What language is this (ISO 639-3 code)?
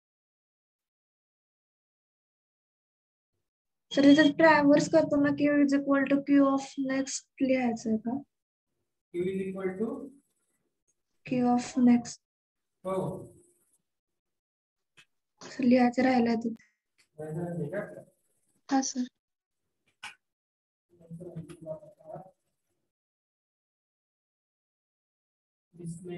mar